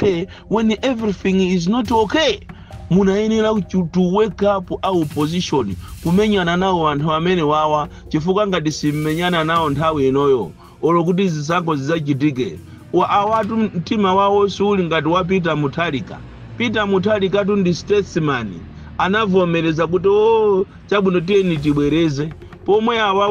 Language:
Nyanja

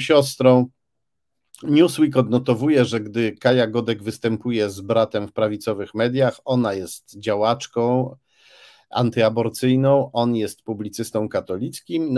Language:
Polish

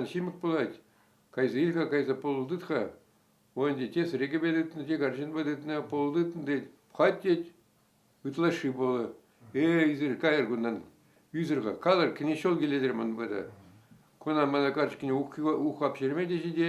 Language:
Chuvash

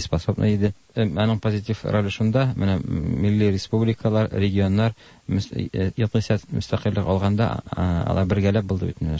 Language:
Tatar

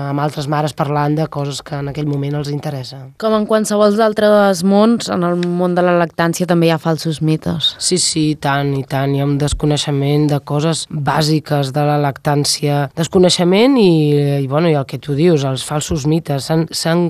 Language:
Catalan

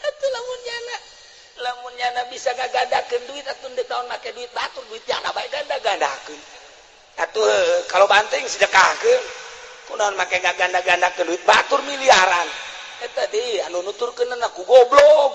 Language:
Sundanese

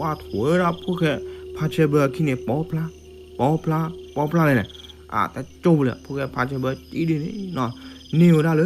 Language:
S'gaw Karen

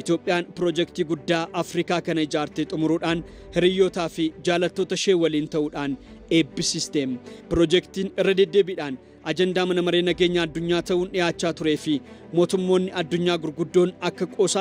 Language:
Oromo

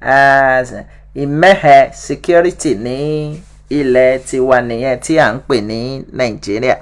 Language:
Yoruba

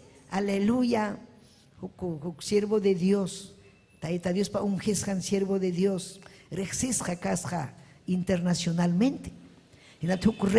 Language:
Ayacucho Quechua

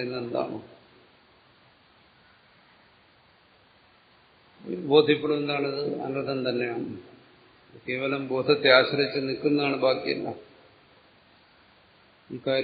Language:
Malayalam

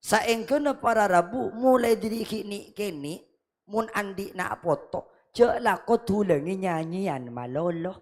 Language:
Madurese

